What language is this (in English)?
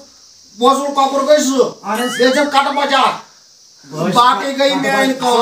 Kashmiri